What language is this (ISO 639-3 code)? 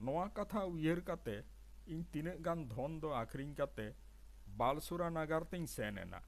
sat